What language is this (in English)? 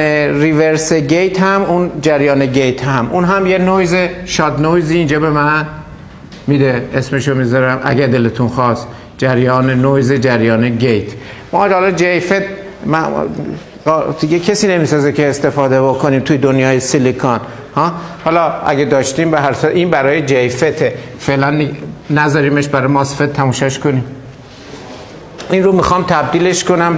Persian